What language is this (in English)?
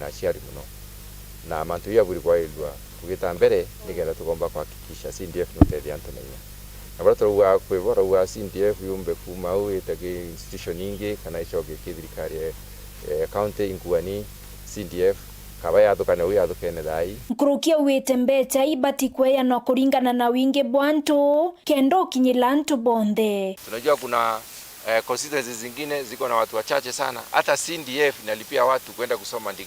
Meru